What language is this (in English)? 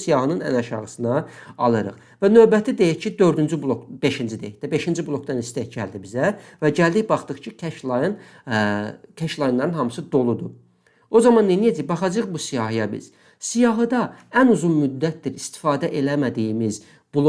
Azerbaijani